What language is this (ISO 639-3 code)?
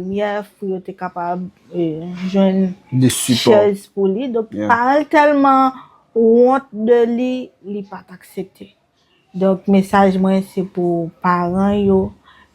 hat